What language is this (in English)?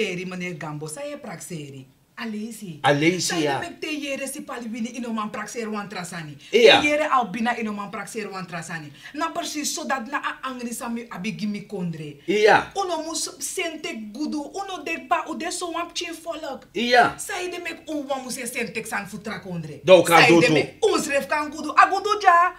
Sranan Tongo